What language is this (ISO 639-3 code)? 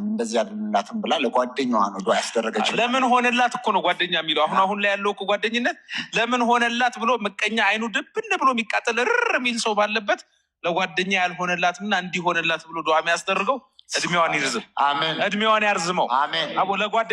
amh